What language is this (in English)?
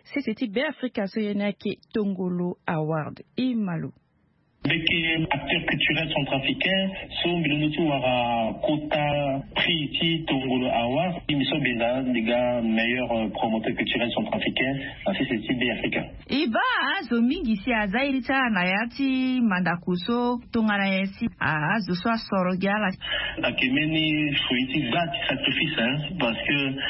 Sango